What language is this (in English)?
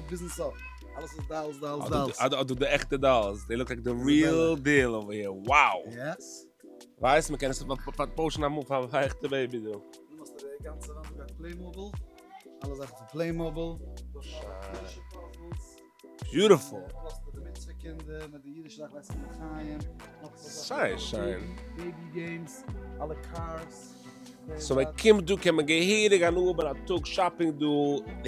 Yiddish